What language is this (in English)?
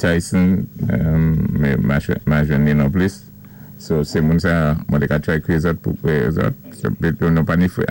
Saint Lucian Creole French